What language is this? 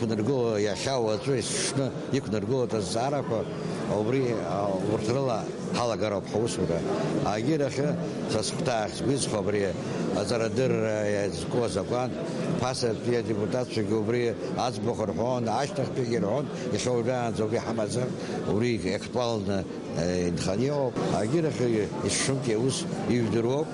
Abkhazian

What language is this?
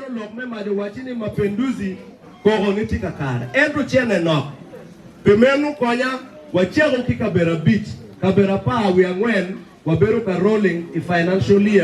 Acoli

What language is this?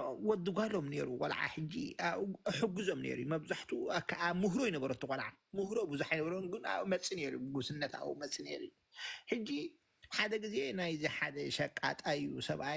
Tigrinya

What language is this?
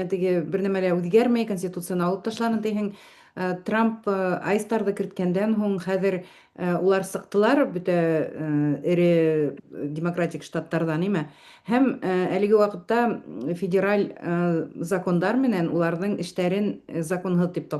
Bashkir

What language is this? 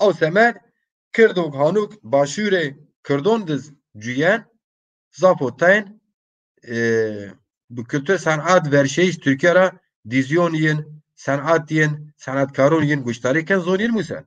Zaza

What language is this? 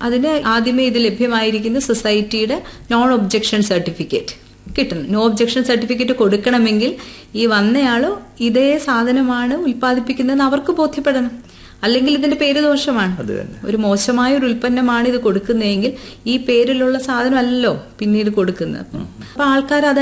Malayalam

